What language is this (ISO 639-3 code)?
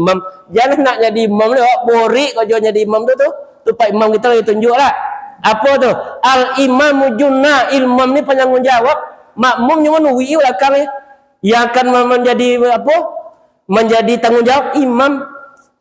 min